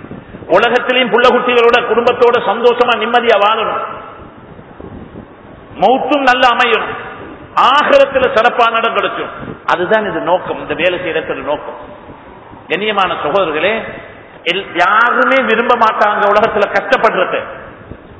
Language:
Tamil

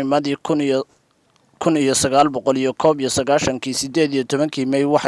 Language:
Somali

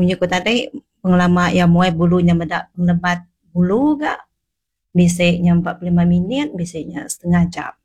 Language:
Iban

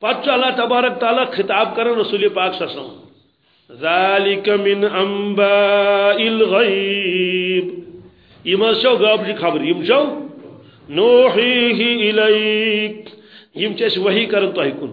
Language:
Kashmiri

